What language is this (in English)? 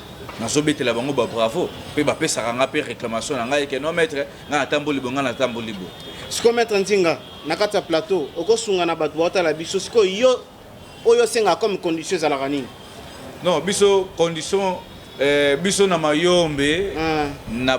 Lingala